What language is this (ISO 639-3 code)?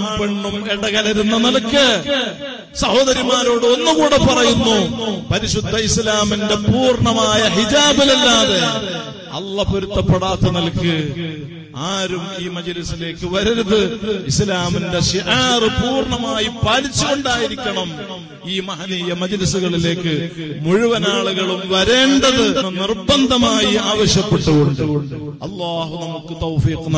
mal